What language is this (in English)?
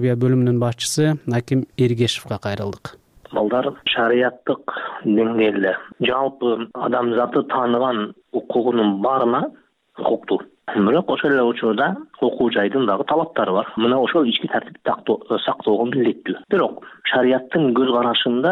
Kyrgyz